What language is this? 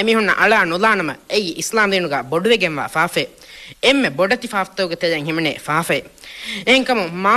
Divehi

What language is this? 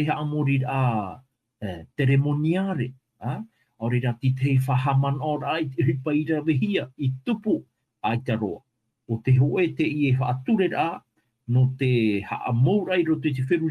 Tahitian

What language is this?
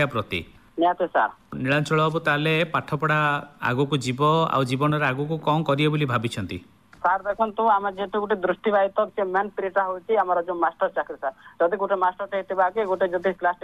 Odia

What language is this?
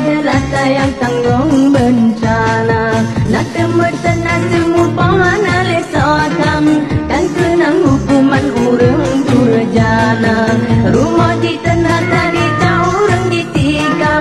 Achinese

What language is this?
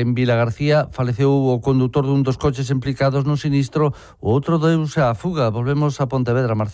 Galician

